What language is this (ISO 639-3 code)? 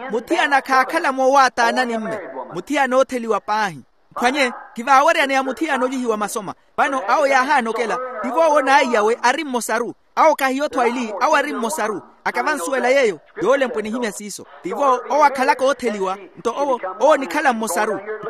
vmw